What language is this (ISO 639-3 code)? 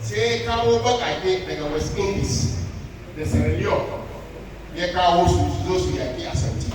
hau